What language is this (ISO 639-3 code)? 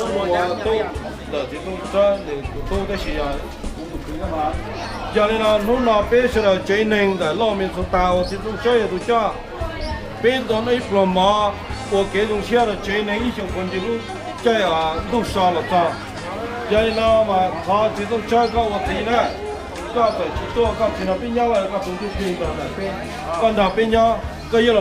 hmn